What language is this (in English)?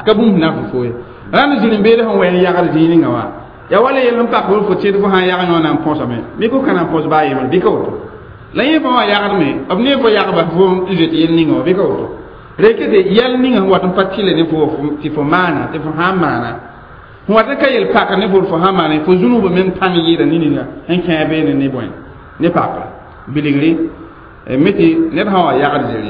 Mossi